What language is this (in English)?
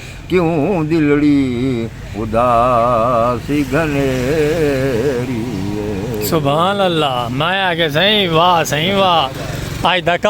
Saraiki